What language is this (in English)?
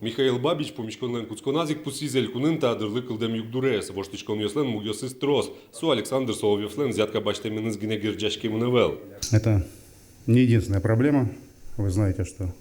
Udmurt